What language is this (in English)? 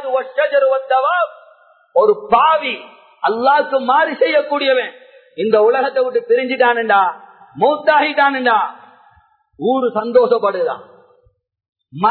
Tamil